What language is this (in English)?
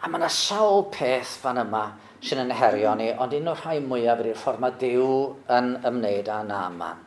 Welsh